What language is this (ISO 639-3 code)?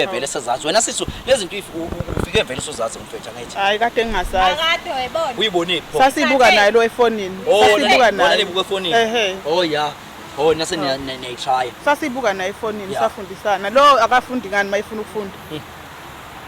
zul